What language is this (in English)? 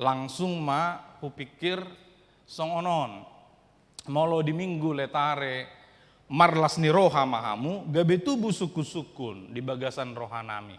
Batak Toba